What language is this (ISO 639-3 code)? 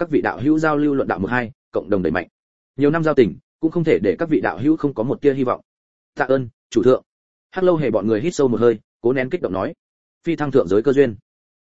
vie